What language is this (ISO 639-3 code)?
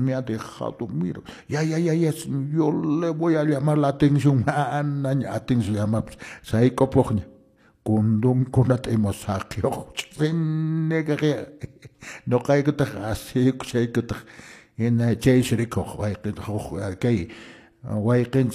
que